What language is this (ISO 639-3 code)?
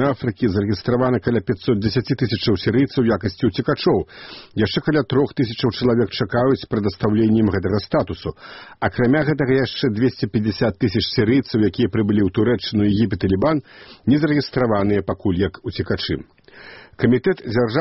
bel